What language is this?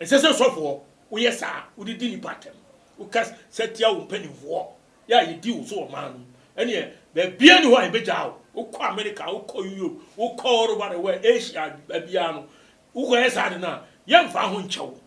Akan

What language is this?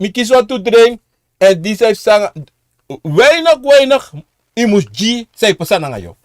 Sranan Tongo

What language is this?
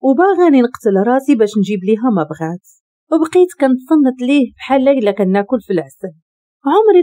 Moroccan Arabic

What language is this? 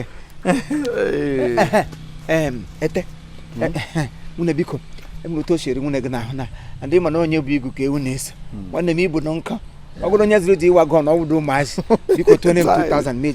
Igbo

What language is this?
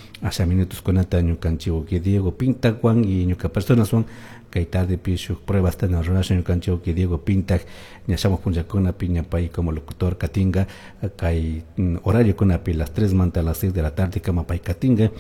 Chimborazo Highland Quichua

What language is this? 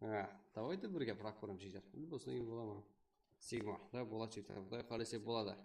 Kara-Kalpak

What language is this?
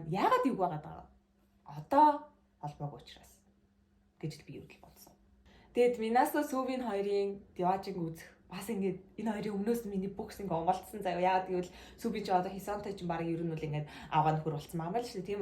Mongolian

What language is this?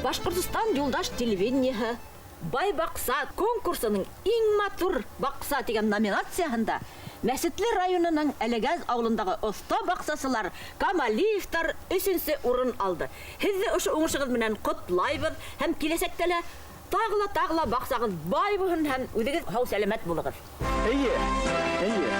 Bashkir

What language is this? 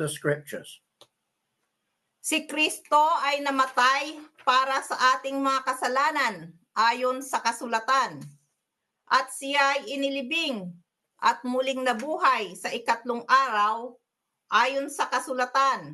Filipino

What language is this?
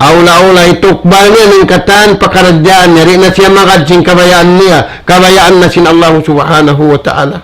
Tausug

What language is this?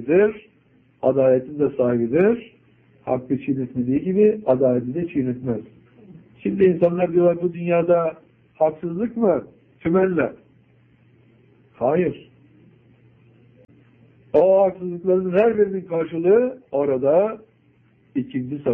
Turkish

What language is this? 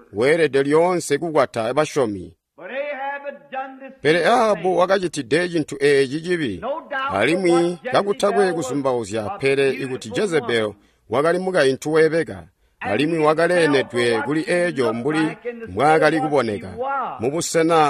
Tonga (Zambia)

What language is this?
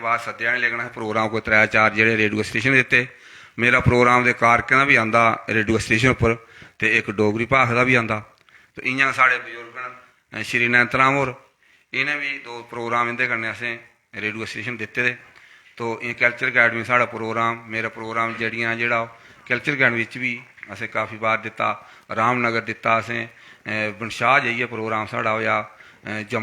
Dogri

